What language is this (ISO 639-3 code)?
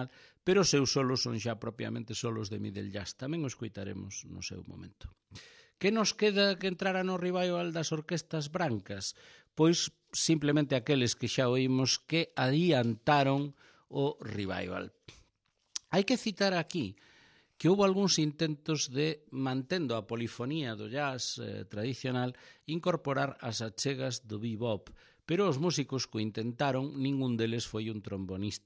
glg